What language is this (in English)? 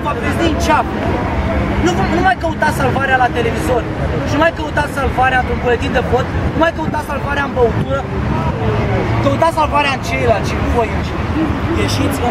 Romanian